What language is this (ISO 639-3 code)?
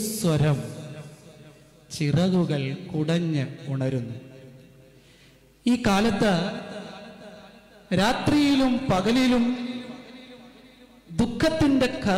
mal